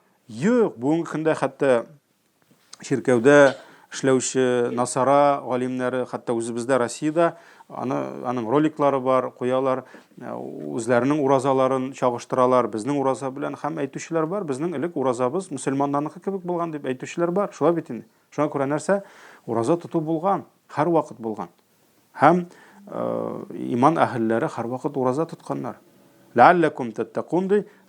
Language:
Tatar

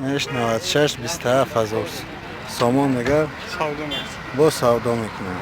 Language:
Tajik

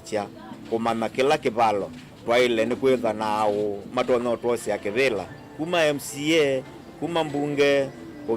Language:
Kamba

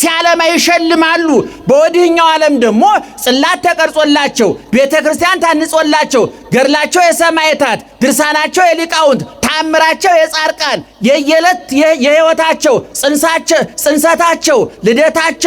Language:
Amharic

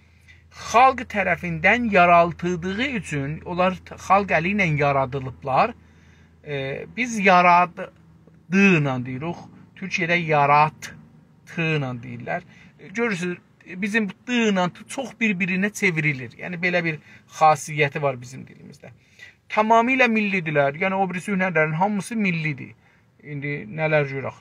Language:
South Azerbaijani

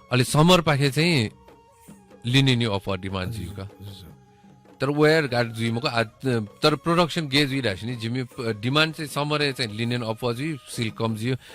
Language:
Newari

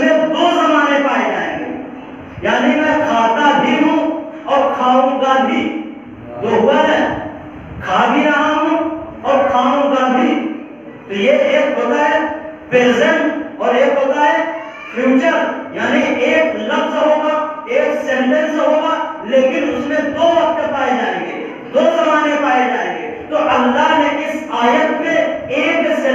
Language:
Urdu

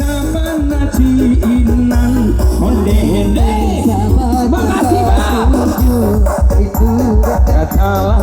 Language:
Minangkabau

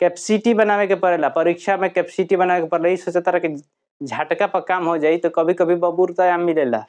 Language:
Bhojpuri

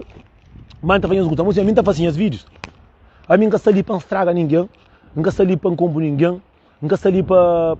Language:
Kabuverdianu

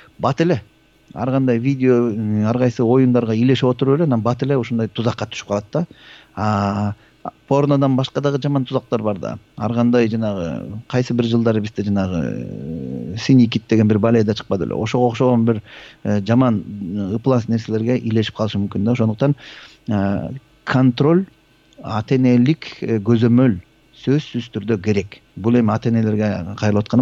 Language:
Kyrgyz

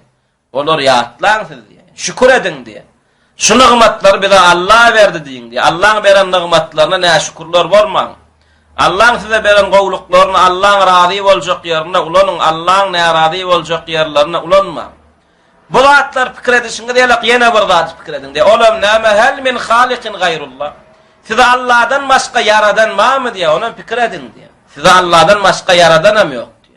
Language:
Turkmen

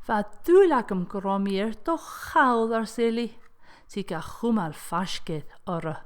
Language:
Scottish Gaelic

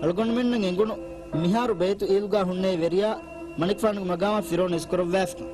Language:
Divehi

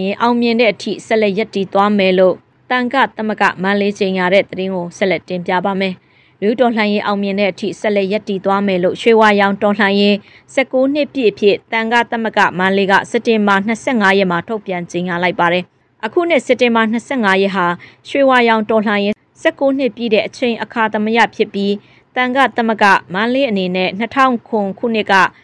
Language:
Burmese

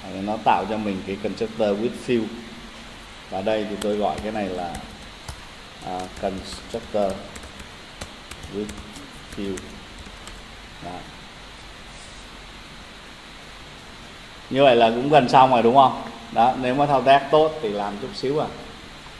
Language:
Vietnamese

